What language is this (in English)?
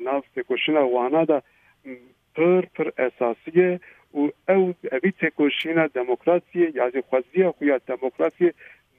Kurdish